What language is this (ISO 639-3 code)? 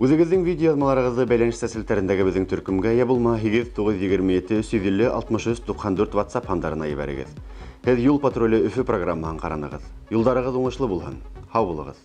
bak